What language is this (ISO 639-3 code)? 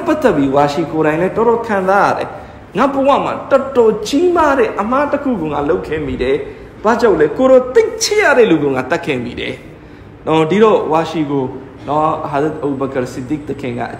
mya